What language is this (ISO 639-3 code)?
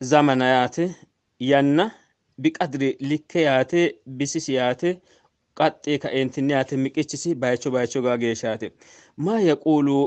sid